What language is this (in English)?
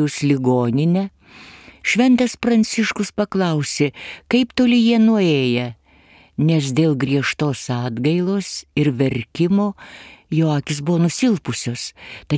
Lithuanian